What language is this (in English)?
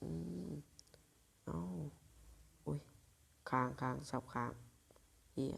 Lao